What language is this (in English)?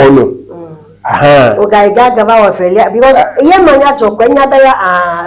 Ewe